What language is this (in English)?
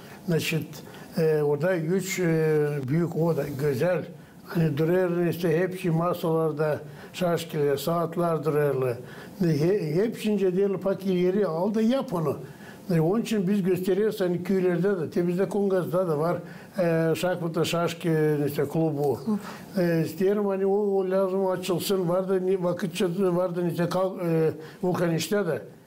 Gagauz